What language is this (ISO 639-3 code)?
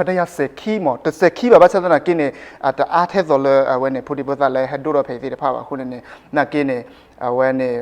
ksw